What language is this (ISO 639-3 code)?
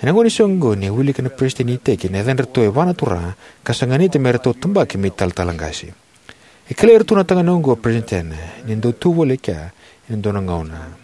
fij